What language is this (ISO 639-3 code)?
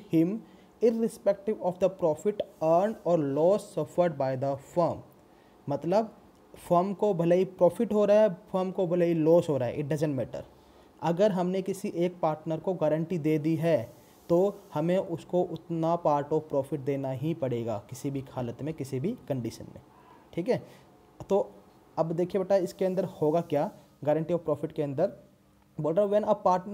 hin